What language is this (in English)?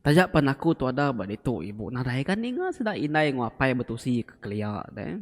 Iban